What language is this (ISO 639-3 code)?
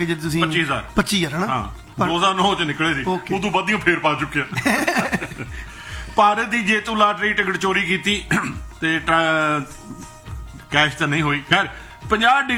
pan